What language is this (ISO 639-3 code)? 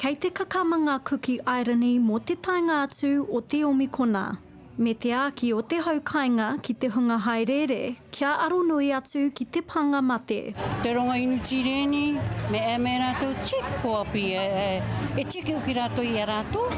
mri